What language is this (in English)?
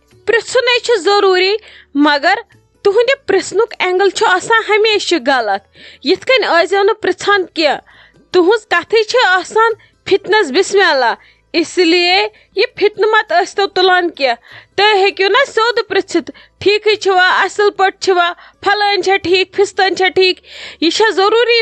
Kashmiri